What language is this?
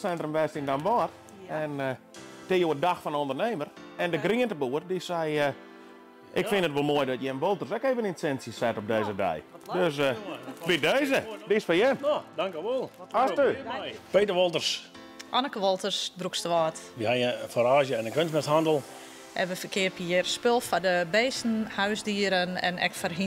Western Frisian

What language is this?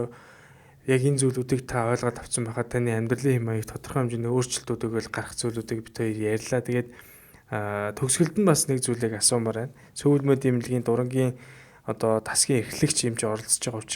Mongolian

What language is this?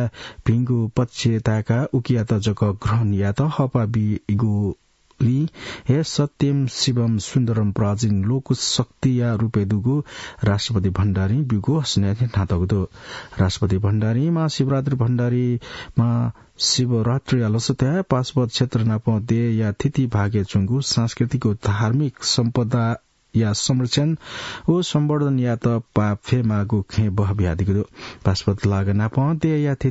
Newari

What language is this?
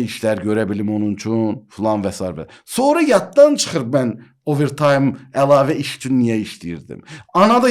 Azerbaijani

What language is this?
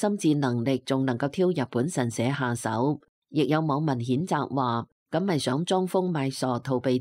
Cantonese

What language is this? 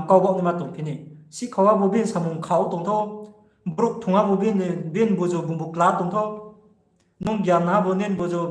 Riang (India)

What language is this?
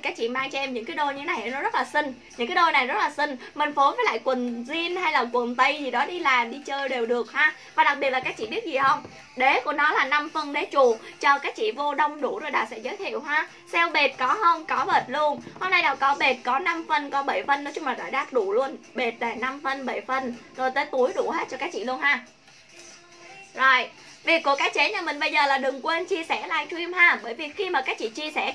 Vietnamese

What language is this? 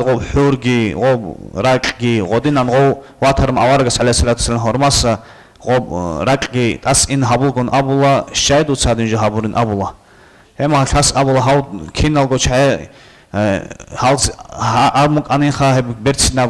Avaric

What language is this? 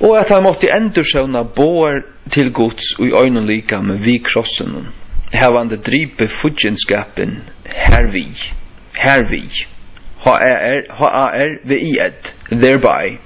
Faroese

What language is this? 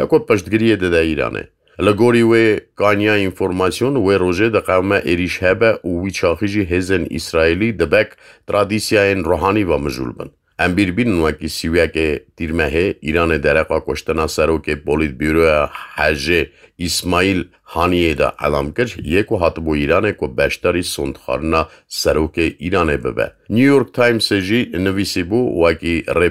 Kurdish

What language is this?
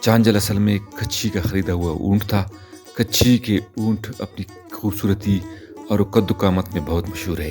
Brahui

